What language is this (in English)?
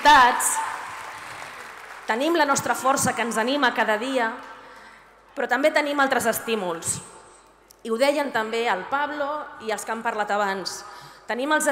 Catalan